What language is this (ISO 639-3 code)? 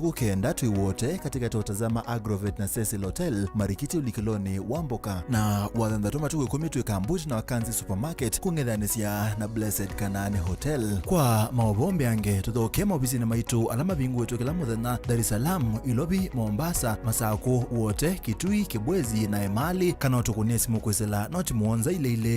kam